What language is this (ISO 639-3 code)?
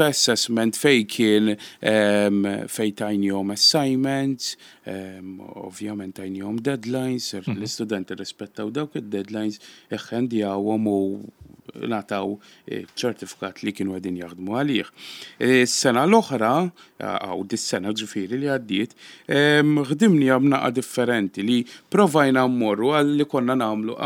mlt